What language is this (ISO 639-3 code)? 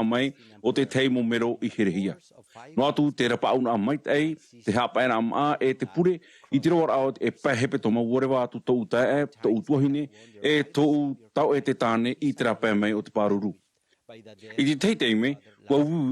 tah